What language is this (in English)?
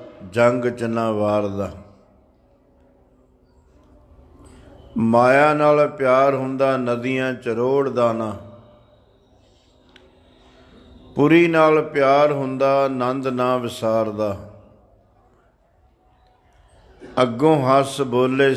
Punjabi